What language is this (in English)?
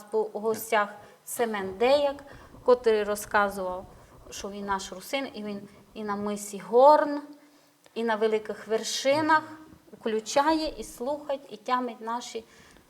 Rusyn